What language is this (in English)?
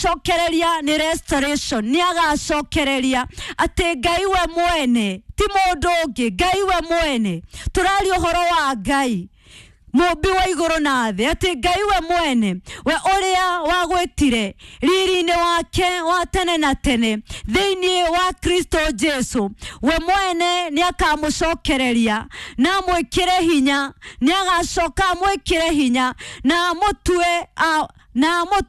Kikuyu